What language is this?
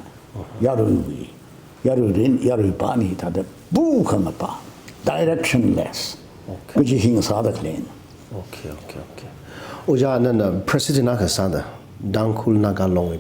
Tangkhul Naga (India)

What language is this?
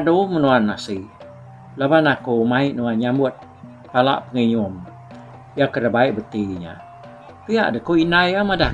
Iban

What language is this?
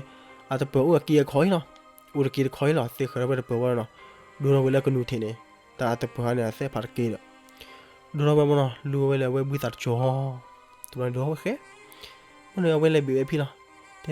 S'gaw Karen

